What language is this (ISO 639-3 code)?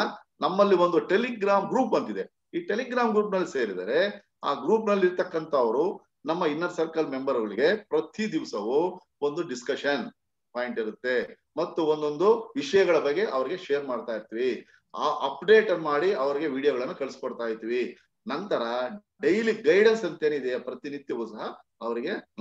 kan